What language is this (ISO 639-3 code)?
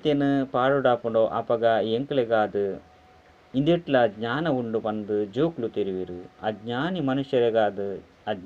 tcy